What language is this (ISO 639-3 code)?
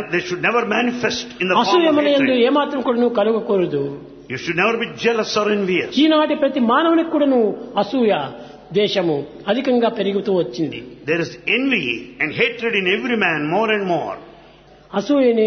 tel